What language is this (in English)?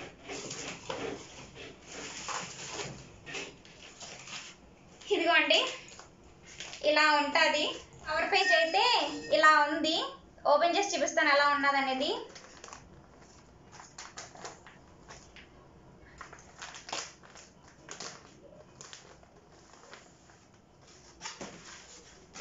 Telugu